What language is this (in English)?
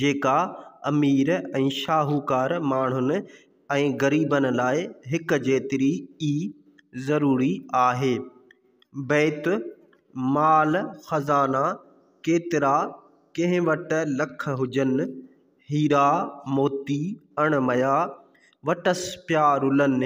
Sindhi